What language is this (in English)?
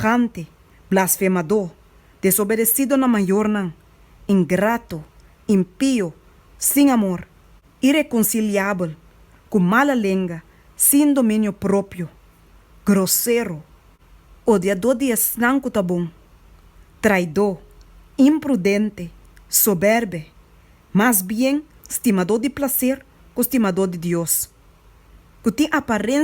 Papiamento